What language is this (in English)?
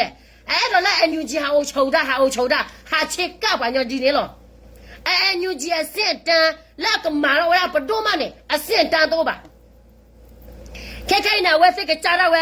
S'gaw Karen